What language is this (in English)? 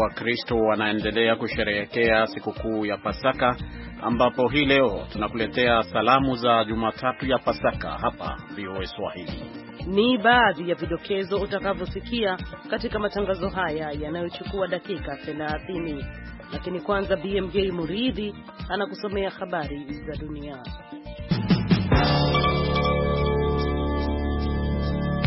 Swahili